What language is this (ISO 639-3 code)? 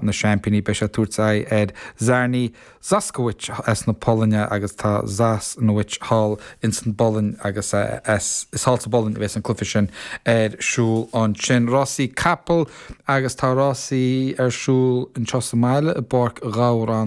gle